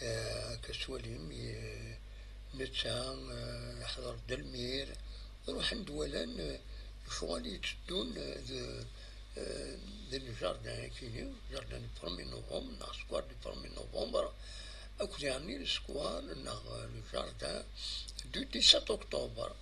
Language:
Kabyle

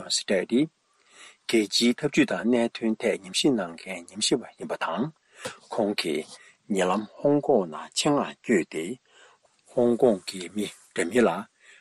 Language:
Tibetan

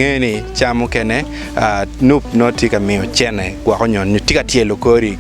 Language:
Acoli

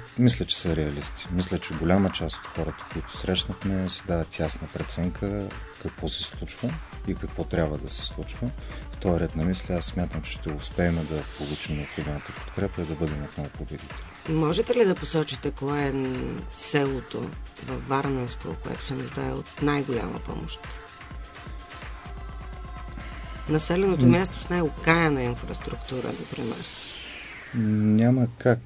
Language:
Bulgarian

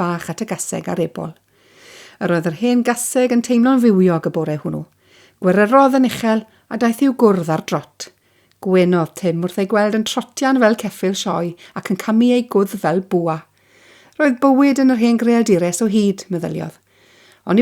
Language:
Welsh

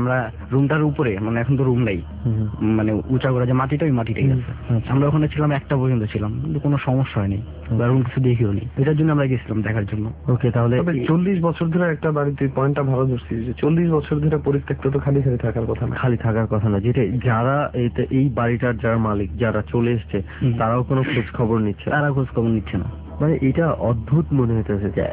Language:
Bangla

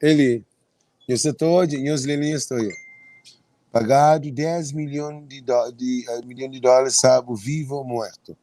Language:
Kabuverdianu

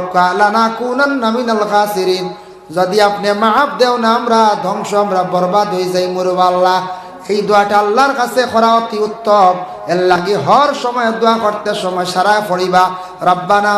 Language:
Sylheti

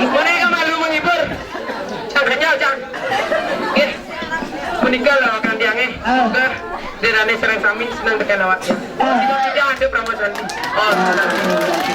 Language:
Balinese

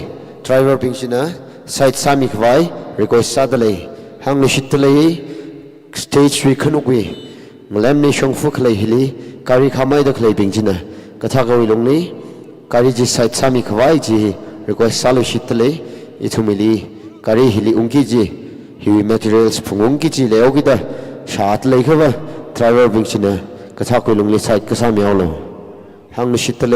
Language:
Tangkhul Naga (India)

